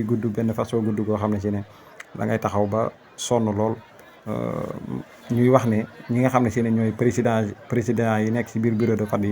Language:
Wolof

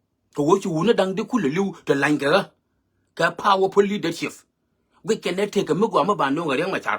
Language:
Nuer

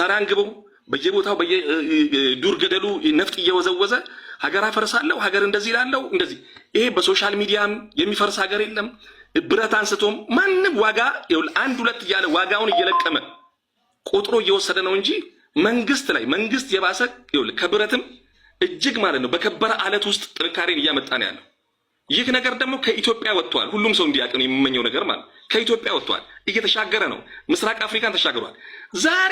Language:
Amharic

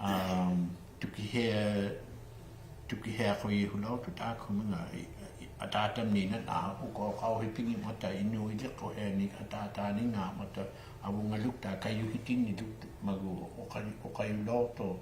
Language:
Inuktitut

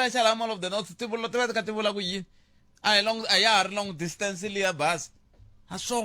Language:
Tsonga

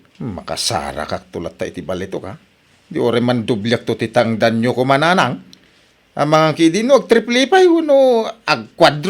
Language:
Iloko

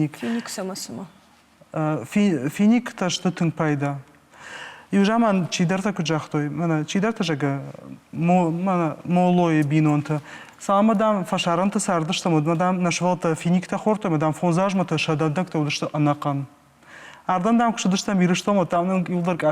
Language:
Ossetic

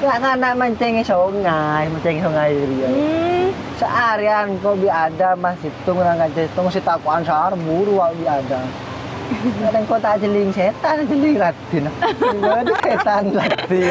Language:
Madurese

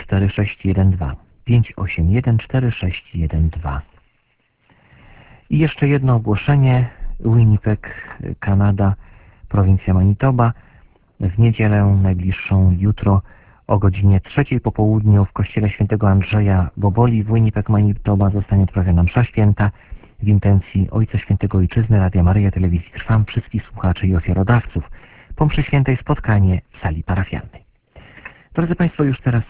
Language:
Polish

